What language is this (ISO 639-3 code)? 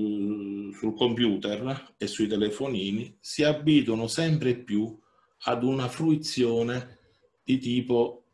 ita